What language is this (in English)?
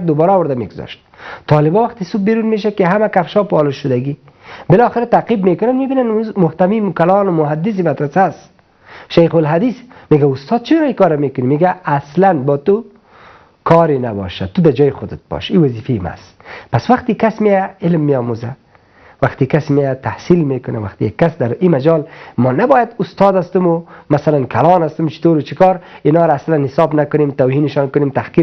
Persian